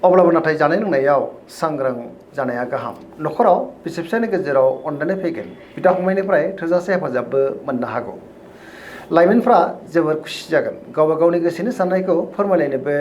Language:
Bodo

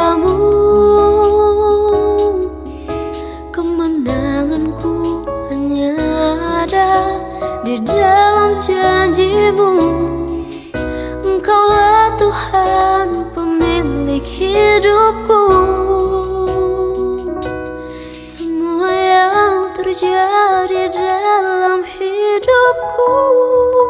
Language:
Indonesian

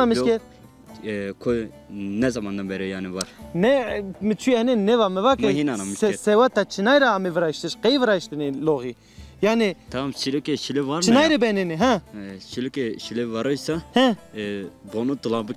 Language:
Zaza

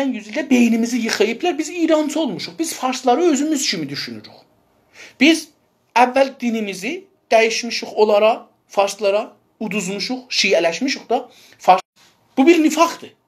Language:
South Azerbaijani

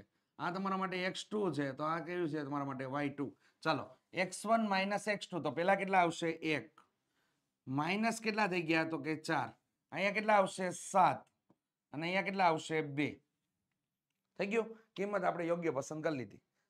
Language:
Gujarati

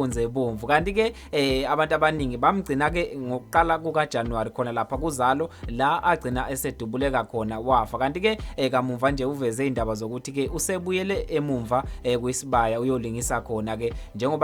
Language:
Zulu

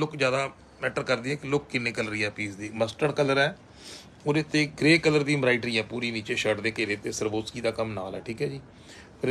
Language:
Punjabi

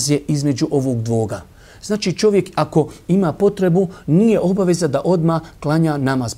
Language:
Bosnian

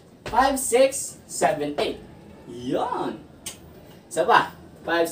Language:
Filipino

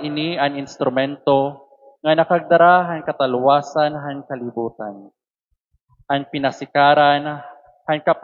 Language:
Waray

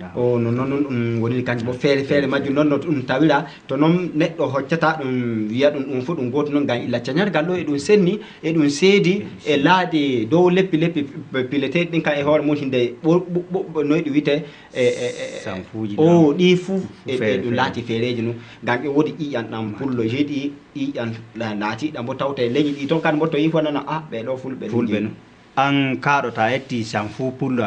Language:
Fula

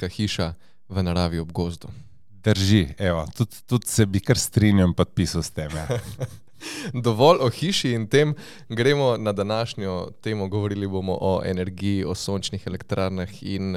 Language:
Slovenian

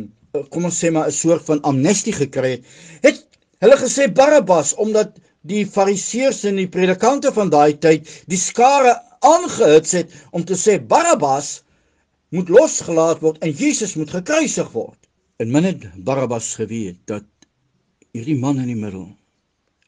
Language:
Afrikaans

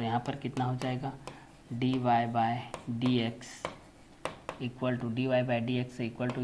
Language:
Hindi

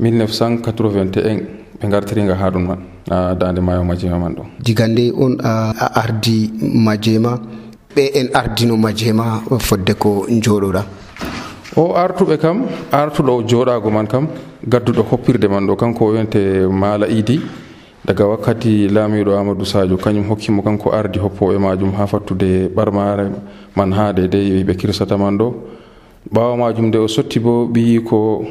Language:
Nigerian Fulfulde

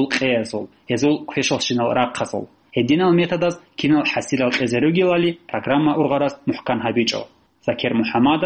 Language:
Avaric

